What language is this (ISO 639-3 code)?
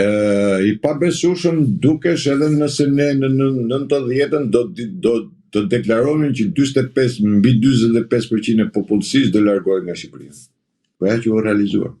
sqi